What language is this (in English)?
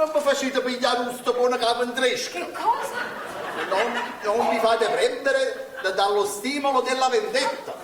Neapolitan